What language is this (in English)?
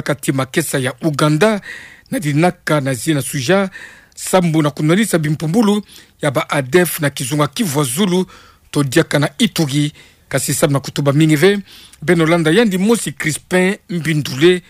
Kituba (Democratic Republic of Congo)